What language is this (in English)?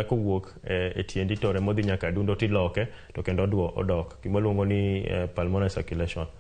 Luo (Kenya and Tanzania)